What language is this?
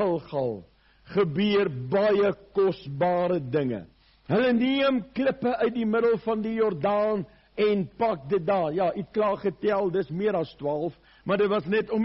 Afrikaans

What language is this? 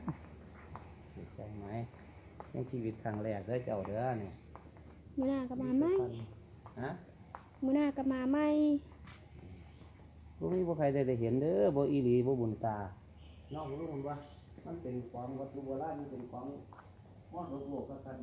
Lao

